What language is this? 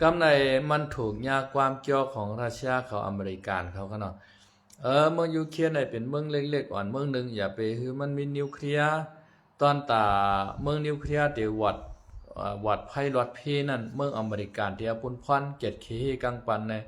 Shan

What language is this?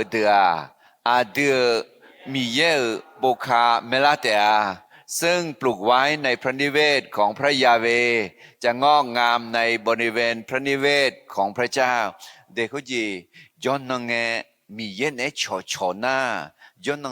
Akha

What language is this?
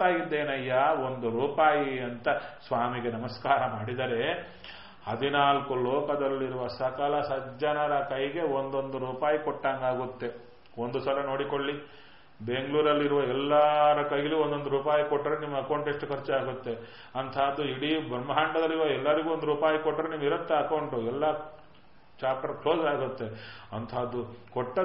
Kannada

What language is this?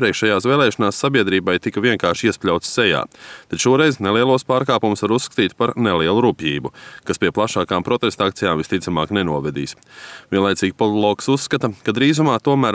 Latvian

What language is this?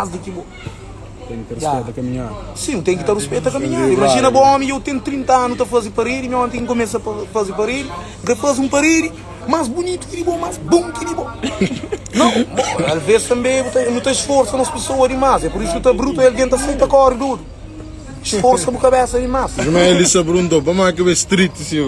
Kabuverdianu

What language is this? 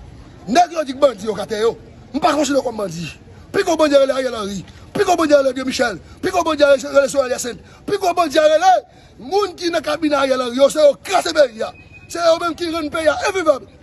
Haitian Creole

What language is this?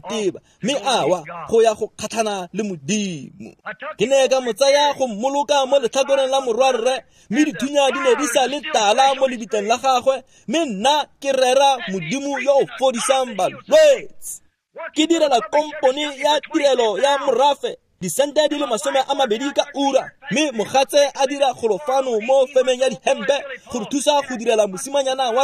Tswana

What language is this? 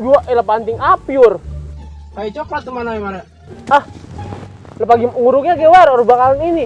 Betawi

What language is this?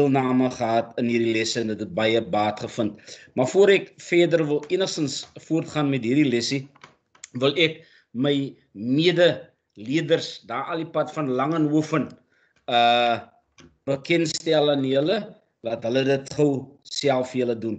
Afrikaans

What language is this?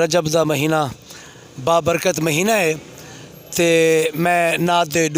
Saraiki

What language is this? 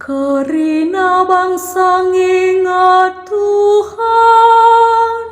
Batak Karo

